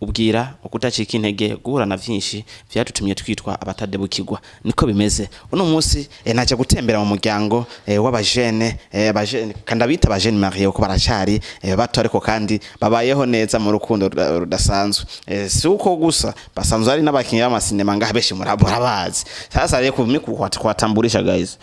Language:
Rundi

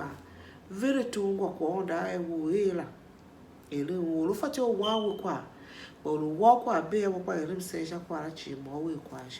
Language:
Tiv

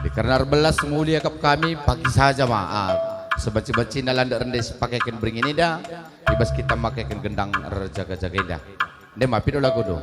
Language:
Batak Karo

